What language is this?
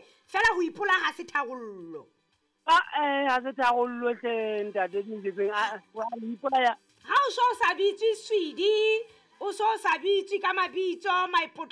Southern Sotho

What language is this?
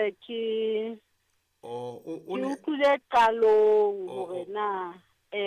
Southern Sotho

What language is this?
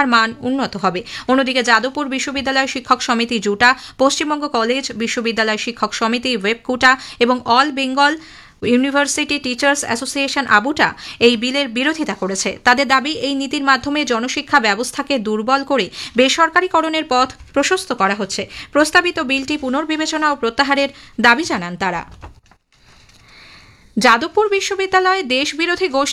Bangla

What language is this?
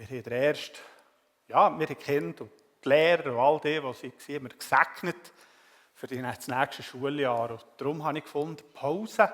Swiss German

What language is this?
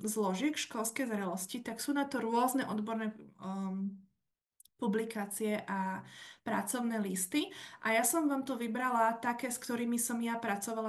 Slovak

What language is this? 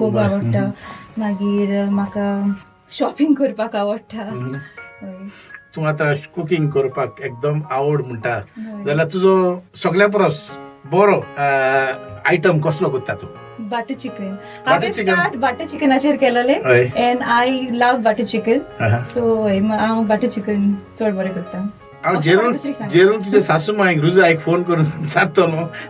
Konkani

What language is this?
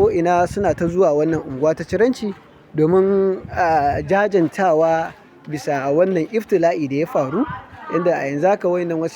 Hausa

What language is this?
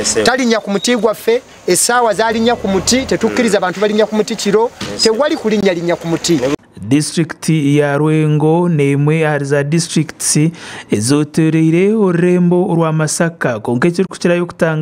Nyankole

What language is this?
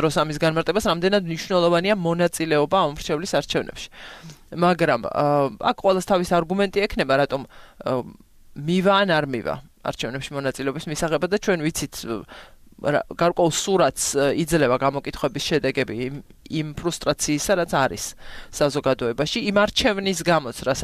Georgian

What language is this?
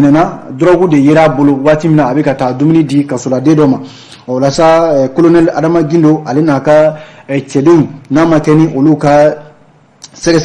Bambara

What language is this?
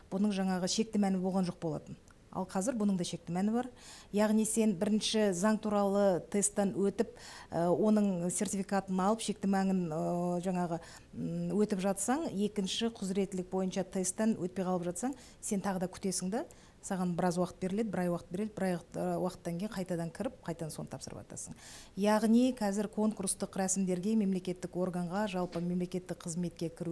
Kazakh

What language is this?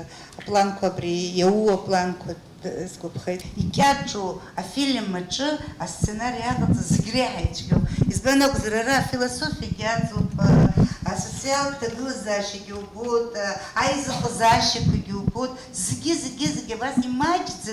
Abkhazian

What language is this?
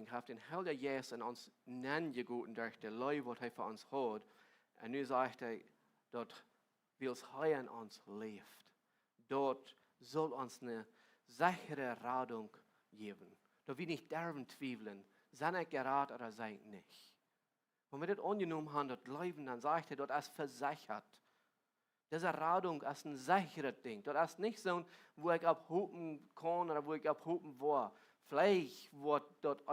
Plautdietsch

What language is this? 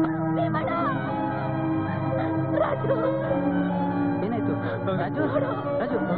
Kannada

